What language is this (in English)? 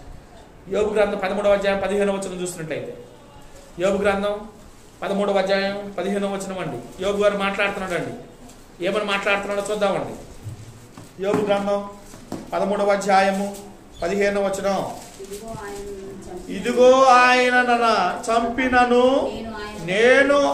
Telugu